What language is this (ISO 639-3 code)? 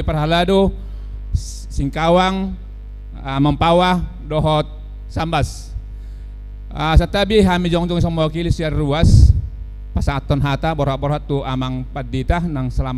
bbc